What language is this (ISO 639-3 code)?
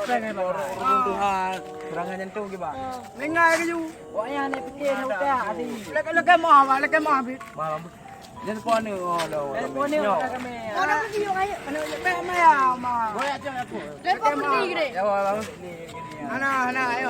ace